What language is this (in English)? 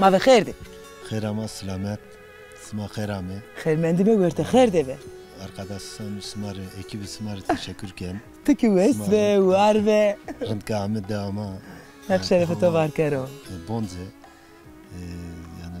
Zaza